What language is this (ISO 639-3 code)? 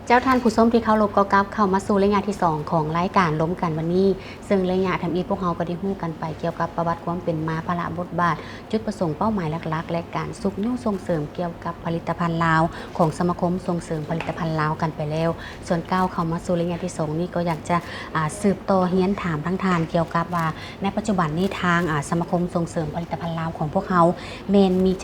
lao